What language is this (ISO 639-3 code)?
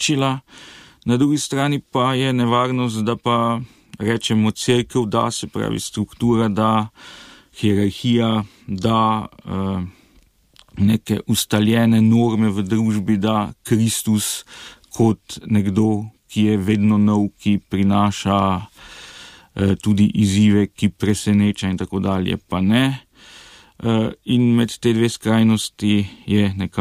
slv